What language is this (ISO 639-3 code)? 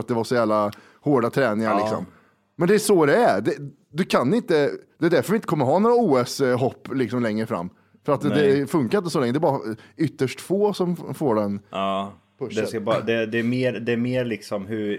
swe